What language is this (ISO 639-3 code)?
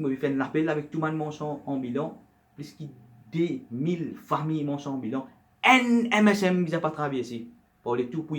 mfe